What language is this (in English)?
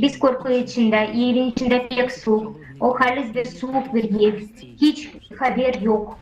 Gagauz